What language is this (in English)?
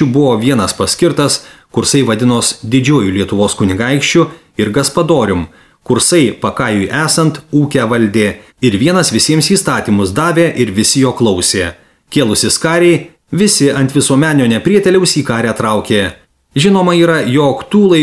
Lithuanian